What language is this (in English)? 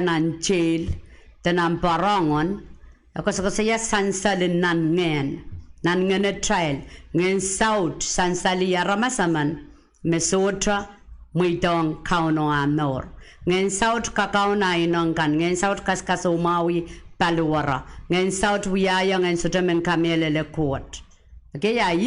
Pohnpeian